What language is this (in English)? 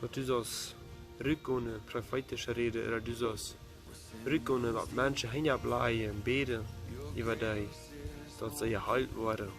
Plautdietsch